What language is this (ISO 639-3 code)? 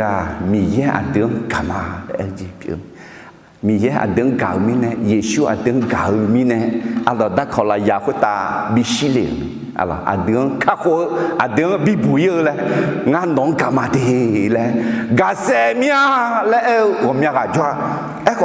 ahk